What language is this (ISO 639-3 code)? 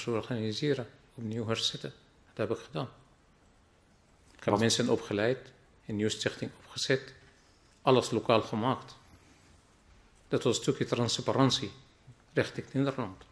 nld